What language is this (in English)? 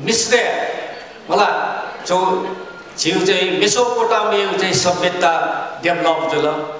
Newari